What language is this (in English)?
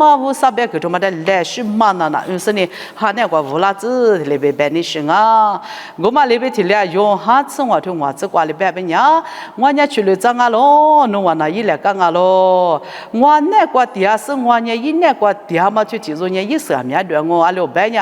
Lisu